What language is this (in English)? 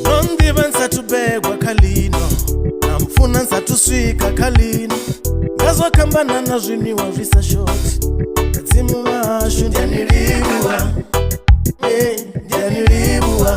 Venda